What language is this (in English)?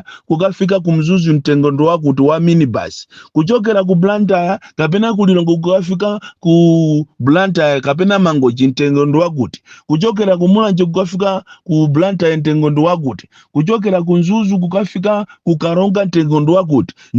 Nyanja